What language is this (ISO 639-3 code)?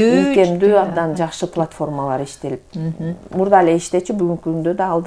kir